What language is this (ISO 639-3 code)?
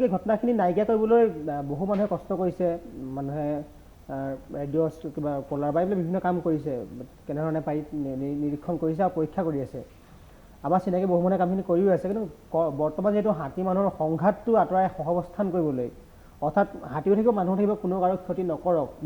asm